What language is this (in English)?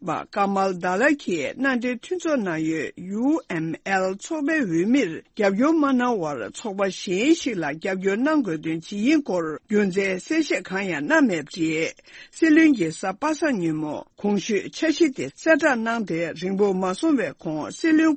Tibetan